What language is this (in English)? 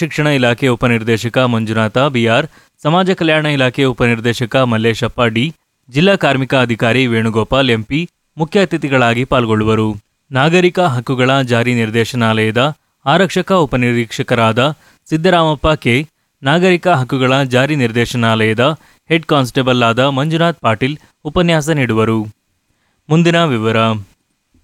Kannada